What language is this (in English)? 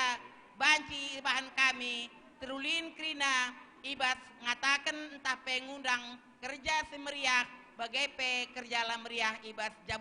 Batak Karo